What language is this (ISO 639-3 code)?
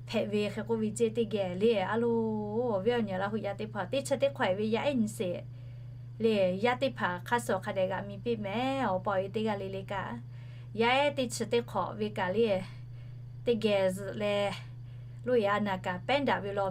lhu